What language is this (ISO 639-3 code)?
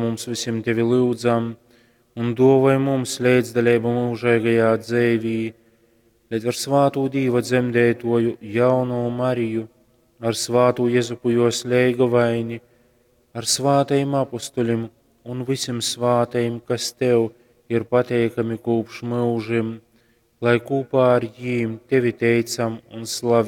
ltg